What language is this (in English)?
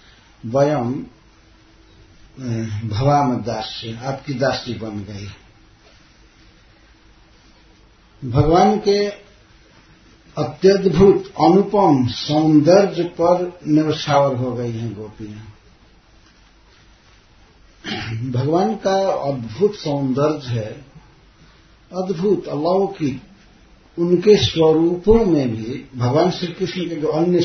Hindi